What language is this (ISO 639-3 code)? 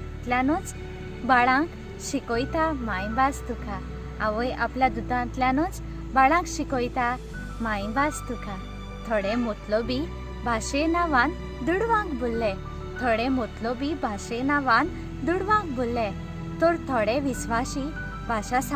kok